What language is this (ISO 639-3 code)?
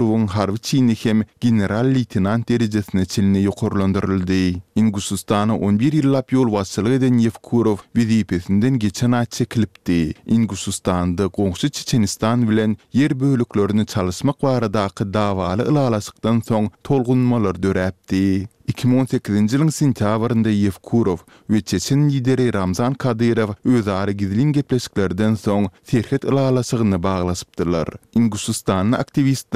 tuk